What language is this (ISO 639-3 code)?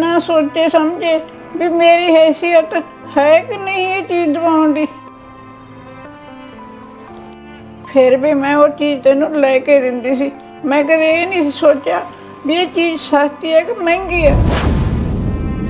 pan